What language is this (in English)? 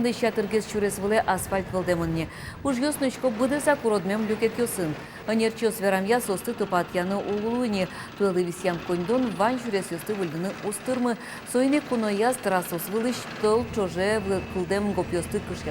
Udmurt